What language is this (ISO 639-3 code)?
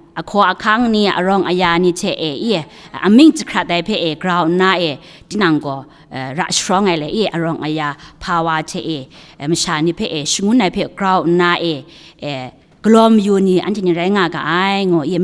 kac